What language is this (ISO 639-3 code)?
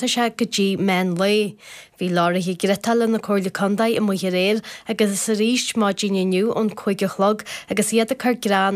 gle